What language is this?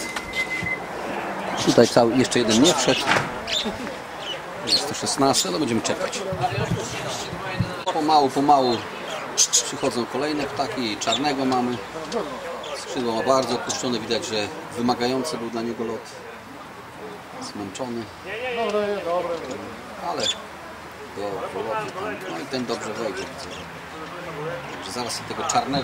Polish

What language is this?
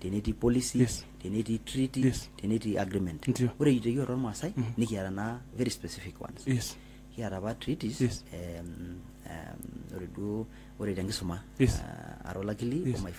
Masai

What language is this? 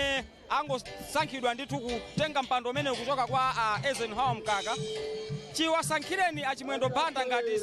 Nyanja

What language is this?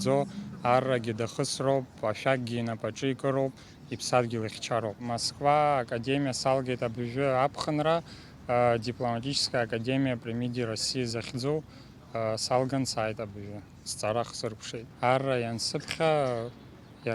Abkhazian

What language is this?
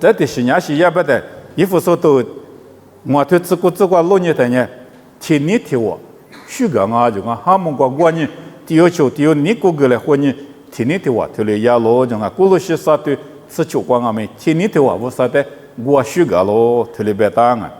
Lisu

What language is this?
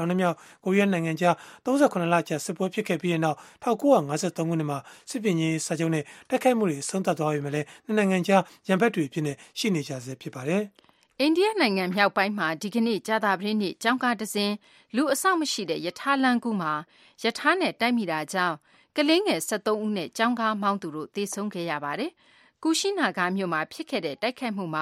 Burmese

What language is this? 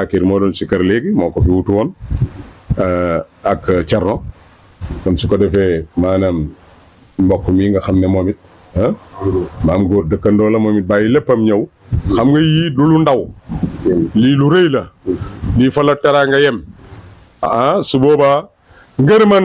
Wolof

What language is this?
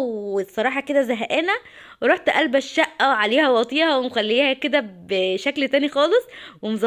Egyptian Arabic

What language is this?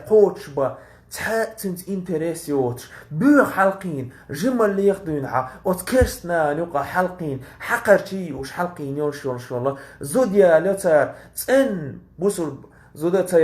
Chechen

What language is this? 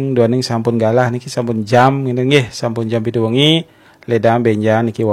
Balinese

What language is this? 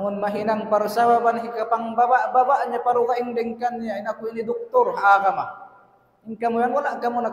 Tausug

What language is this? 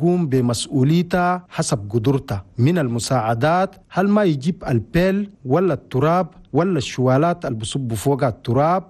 Chadian Arabic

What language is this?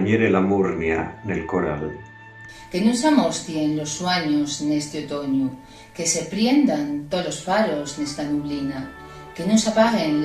Asturian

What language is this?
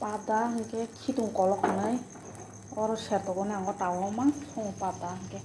Kok Borok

